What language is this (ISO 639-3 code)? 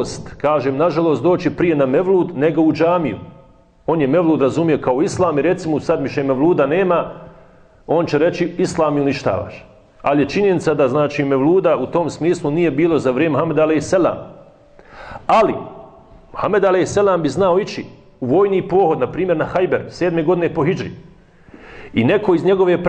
bos